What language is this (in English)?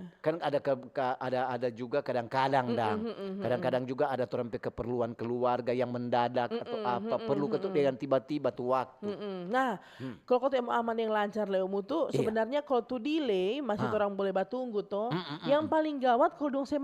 Manado Malay